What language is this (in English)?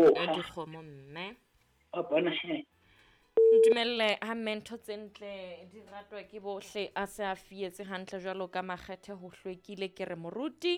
Southern Sotho